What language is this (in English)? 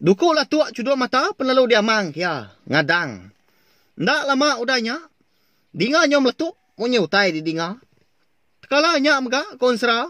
Iban